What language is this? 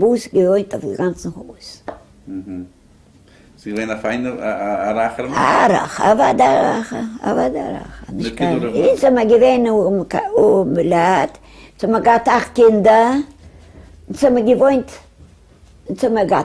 Yiddish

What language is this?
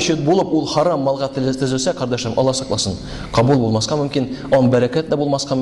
Tatar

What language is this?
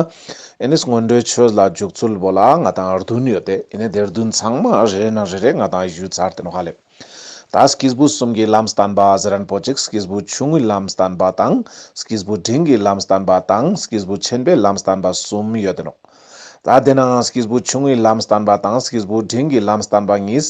Ladakhi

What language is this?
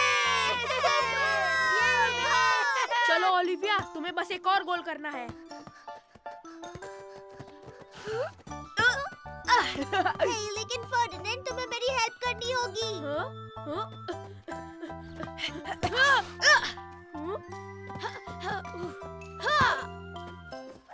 Hindi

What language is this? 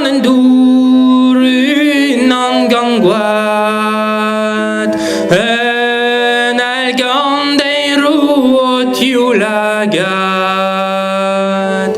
Breton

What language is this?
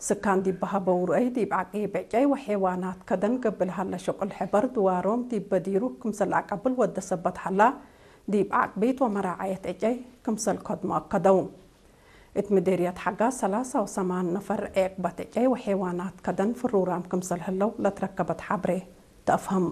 Tigre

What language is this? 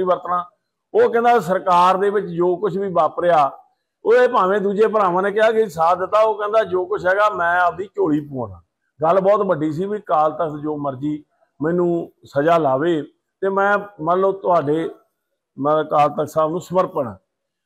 Punjabi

